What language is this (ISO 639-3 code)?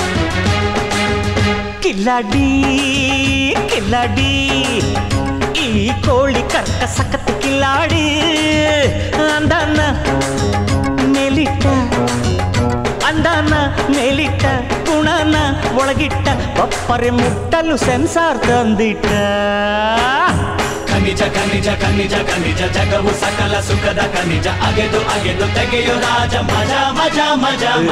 kan